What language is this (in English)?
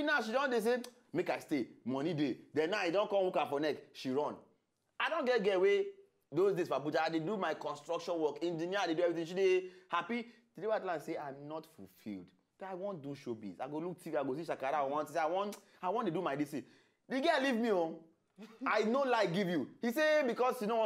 Nigerian Pidgin